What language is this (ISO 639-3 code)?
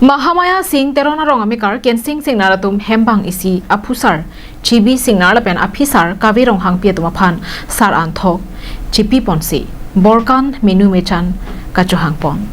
mjw